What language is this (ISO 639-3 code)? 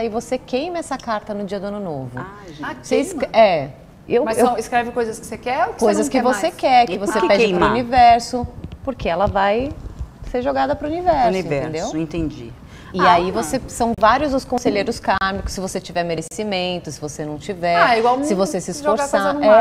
por